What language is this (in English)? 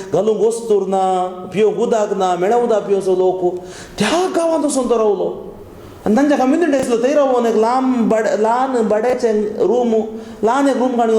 Konkani